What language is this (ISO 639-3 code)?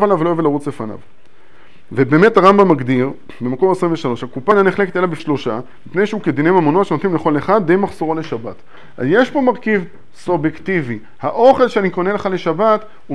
heb